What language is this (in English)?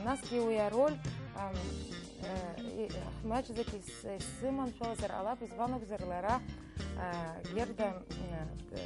Abkhazian